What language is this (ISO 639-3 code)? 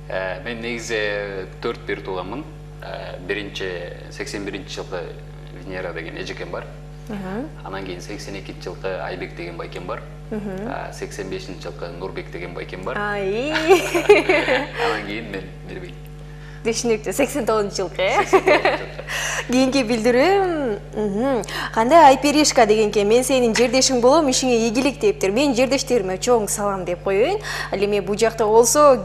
kir